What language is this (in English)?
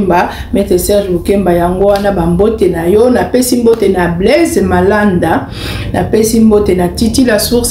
Lingala